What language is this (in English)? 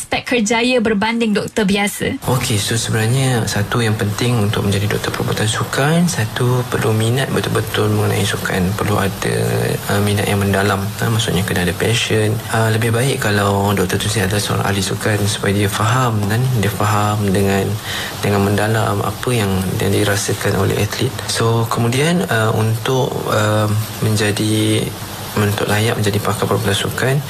Malay